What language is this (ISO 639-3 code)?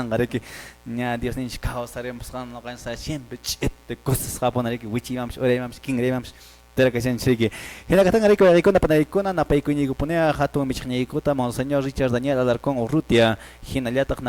que